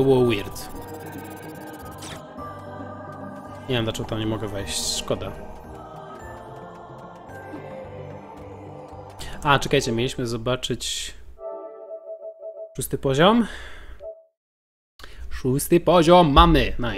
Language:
Polish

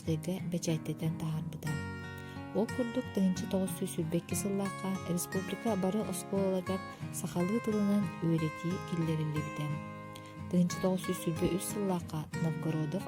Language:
Yakut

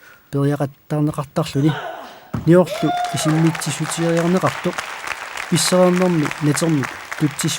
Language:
Kalaallisut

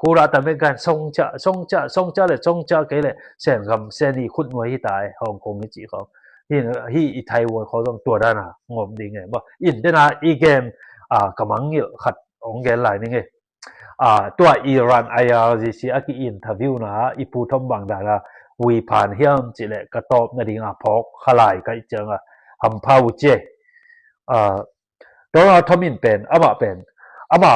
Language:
Tedim Chin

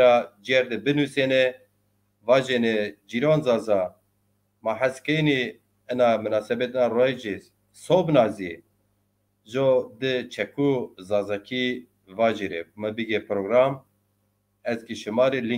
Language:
Zaza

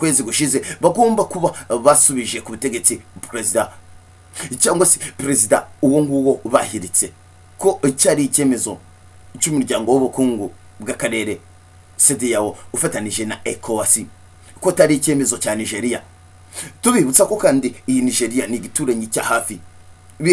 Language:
Kinyarwanda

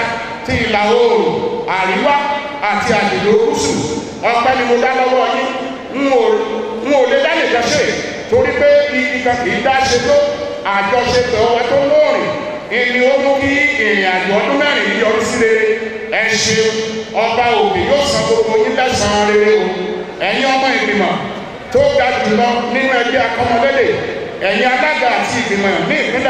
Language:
Yoruba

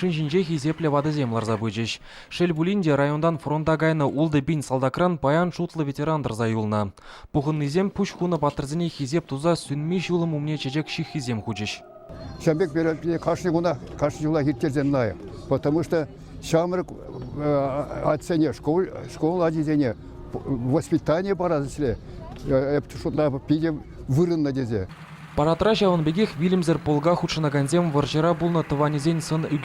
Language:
Chuvash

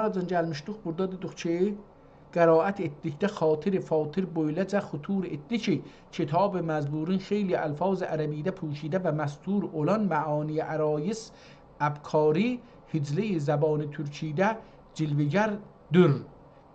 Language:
South Azerbaijani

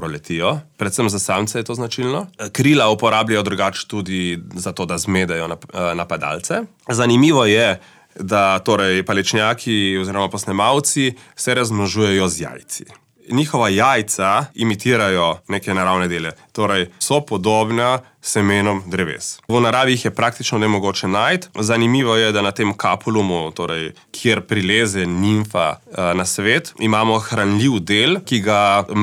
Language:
Slovenian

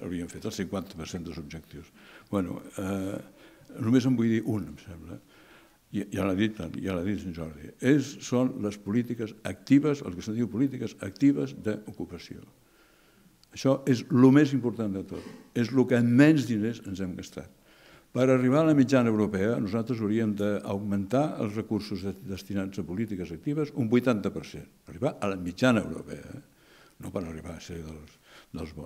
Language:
Catalan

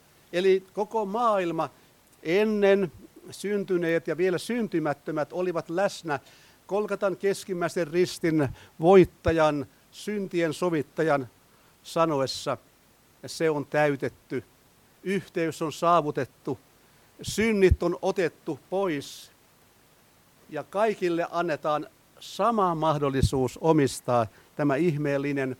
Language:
Finnish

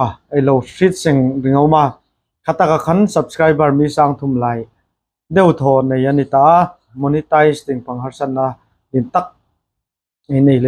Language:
Hmar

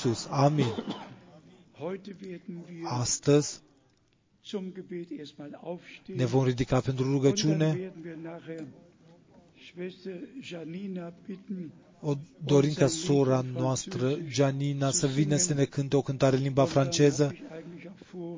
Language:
Romanian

